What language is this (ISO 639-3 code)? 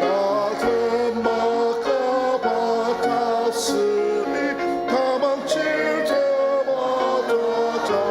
njo